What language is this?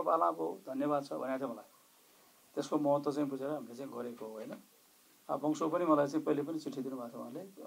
Nepali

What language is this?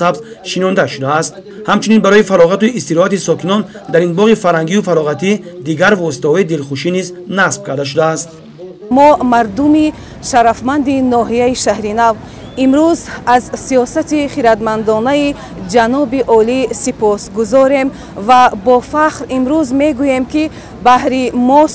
Tajik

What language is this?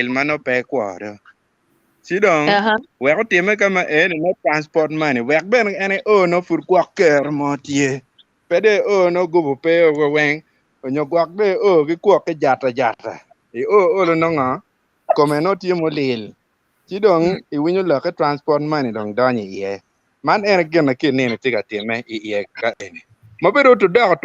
Acoli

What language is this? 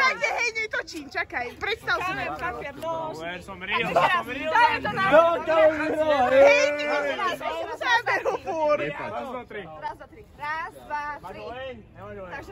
Slovak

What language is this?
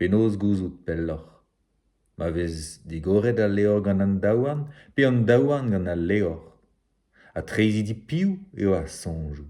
Breton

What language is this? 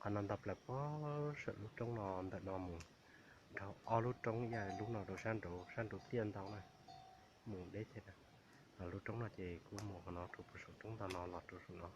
Hmong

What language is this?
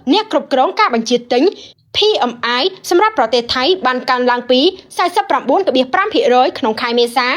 Khmer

